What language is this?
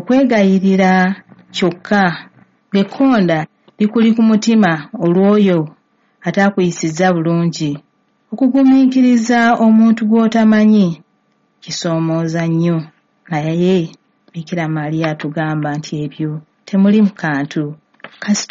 Ganda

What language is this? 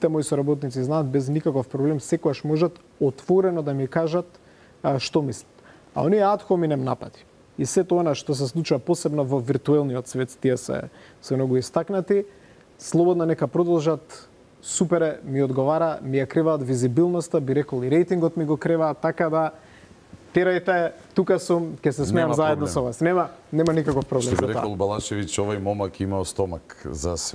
Macedonian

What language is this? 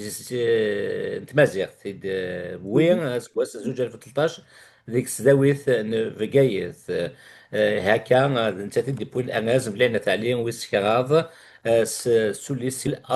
Kabyle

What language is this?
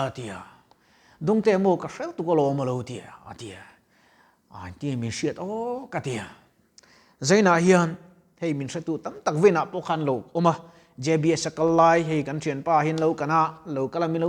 Mizo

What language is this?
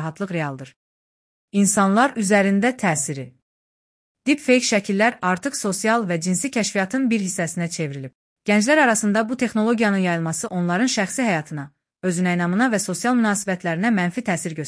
Azerbaijani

